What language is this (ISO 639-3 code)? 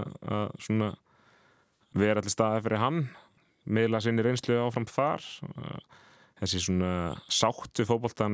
isl